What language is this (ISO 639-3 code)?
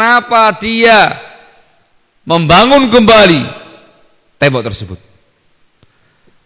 ind